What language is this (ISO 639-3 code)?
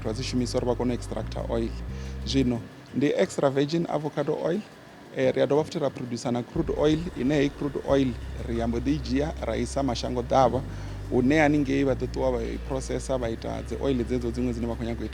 ven